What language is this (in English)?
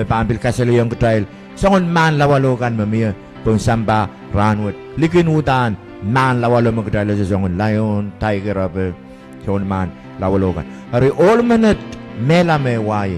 Pohnpeian